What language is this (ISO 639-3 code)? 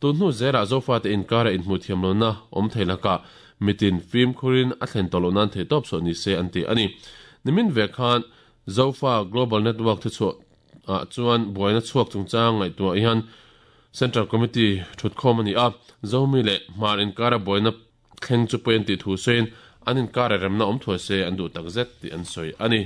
lus